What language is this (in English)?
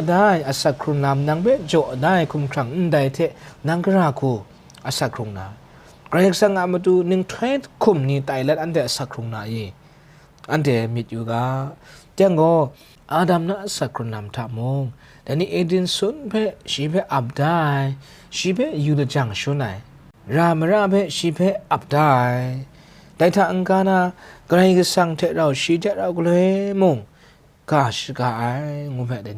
Kachin